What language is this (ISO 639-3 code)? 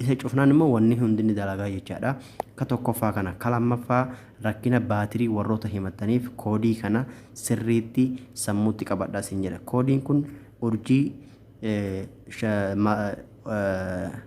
orm